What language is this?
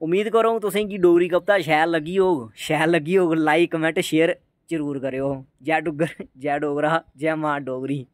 Dogri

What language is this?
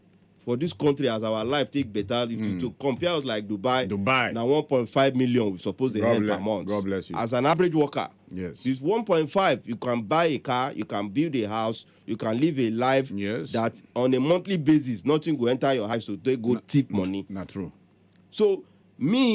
Nigerian Pidgin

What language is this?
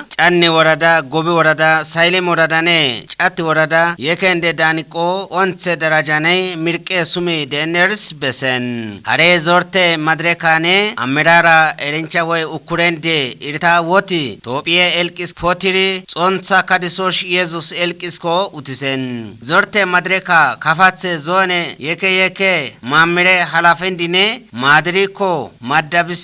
Kafa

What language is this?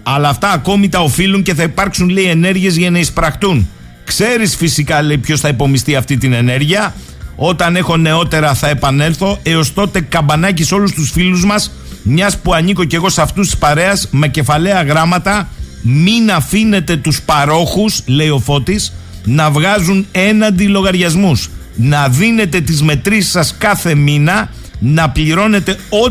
Greek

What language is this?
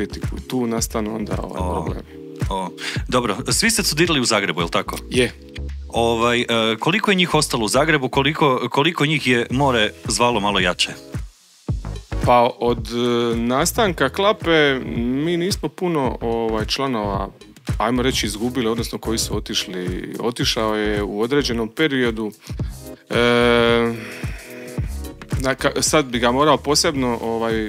Croatian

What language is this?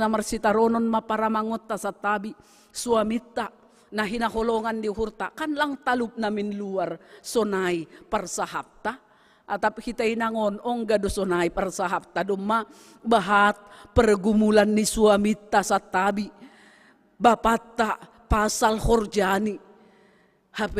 Batak Simalungun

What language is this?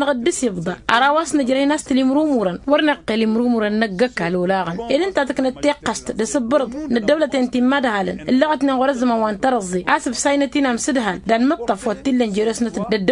Tamasheq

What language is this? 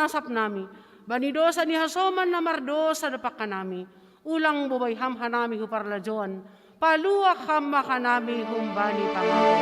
Batak Simalungun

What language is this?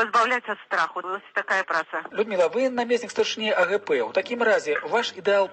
Belarusian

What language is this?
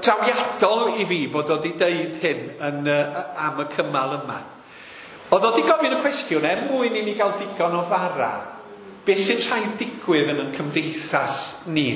Welsh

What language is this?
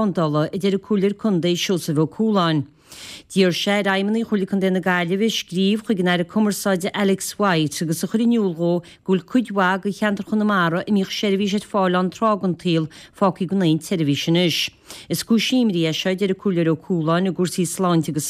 Irish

